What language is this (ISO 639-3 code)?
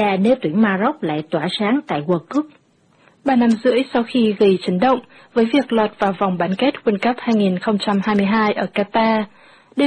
vie